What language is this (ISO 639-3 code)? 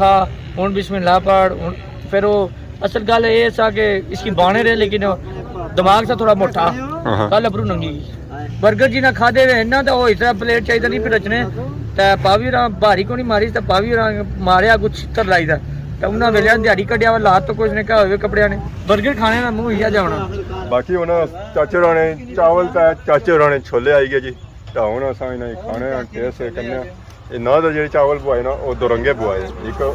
phr